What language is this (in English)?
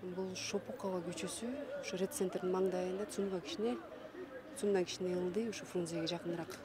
Kyrgyz